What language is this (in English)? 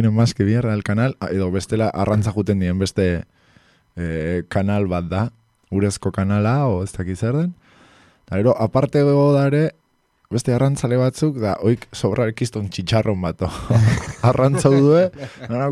Basque